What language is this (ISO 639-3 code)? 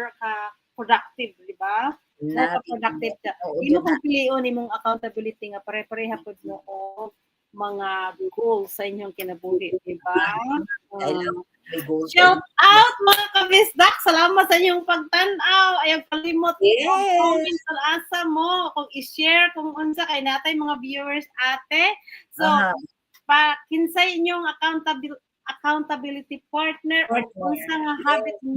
ceb